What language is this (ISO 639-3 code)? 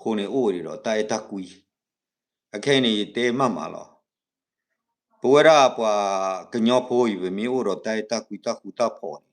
ksw